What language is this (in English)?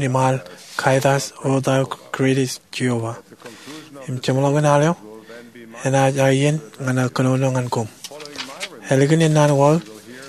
Marshallese